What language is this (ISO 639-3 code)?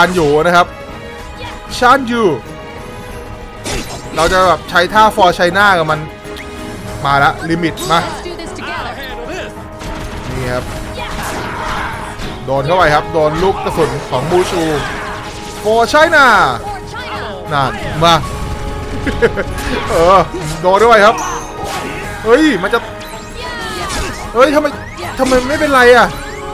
tha